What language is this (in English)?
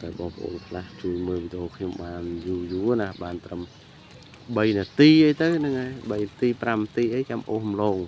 Khmer